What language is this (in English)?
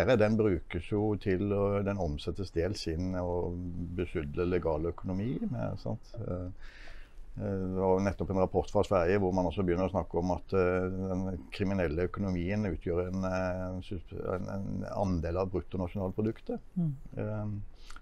Norwegian